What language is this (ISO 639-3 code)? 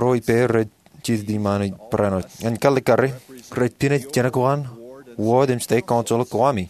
mah